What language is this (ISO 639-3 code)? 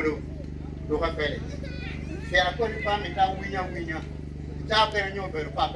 laj